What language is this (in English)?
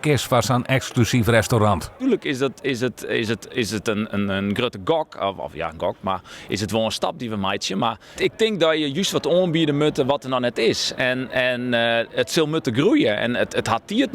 Western Frisian